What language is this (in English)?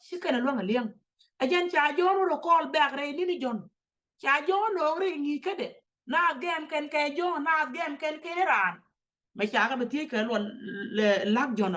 Nuer